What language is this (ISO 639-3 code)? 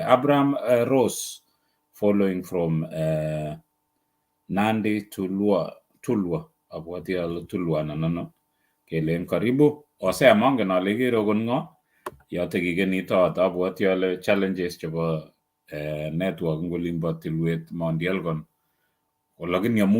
kln